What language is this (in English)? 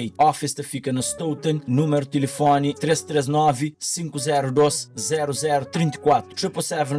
Kabuverdianu